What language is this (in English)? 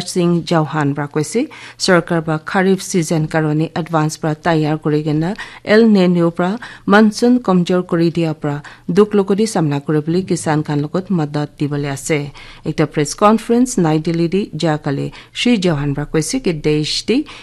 Naga Pidgin